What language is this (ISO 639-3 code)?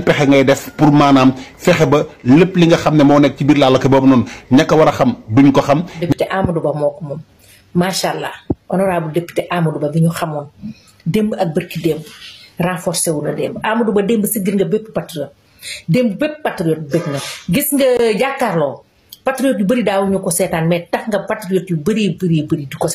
wol